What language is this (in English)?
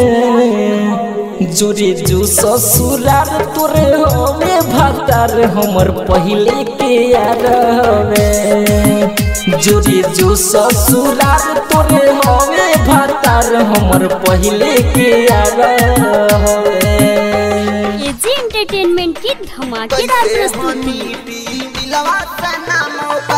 Bhojpuri